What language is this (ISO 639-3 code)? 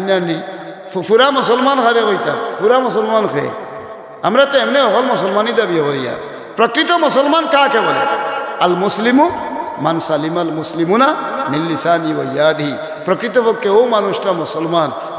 syl